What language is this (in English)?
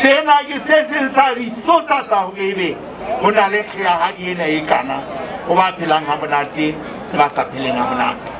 Southern Sotho